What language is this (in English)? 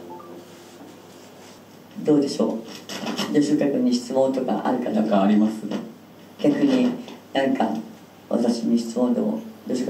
Japanese